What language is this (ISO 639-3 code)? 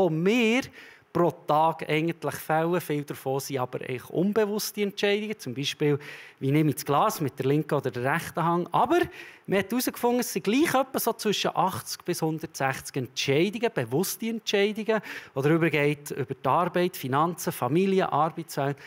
gsw